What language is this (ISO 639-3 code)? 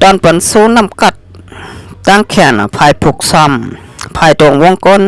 shn